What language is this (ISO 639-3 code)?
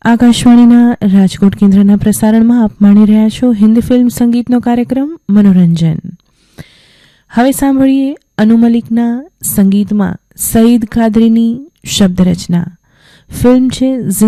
guj